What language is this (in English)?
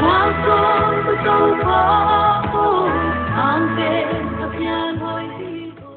Paite Chin